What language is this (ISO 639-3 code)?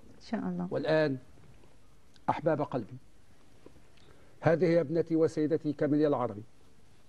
ara